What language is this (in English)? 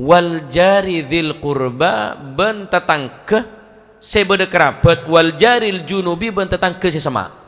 Madurese